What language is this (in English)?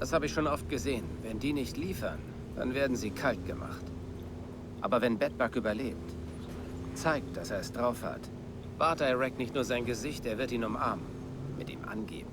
Bavarian